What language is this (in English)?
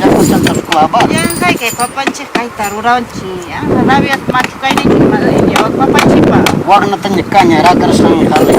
Ayacucho Quechua